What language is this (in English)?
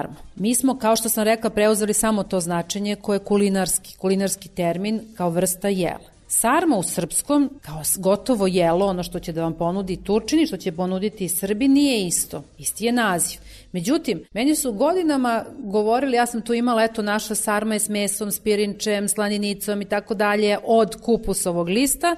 Serbian